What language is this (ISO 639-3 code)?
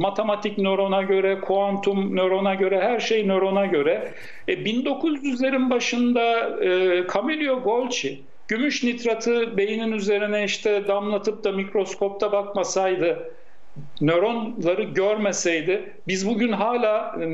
tur